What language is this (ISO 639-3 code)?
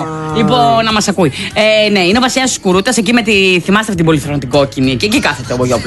ell